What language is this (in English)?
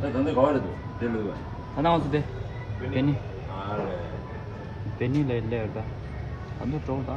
Tibetan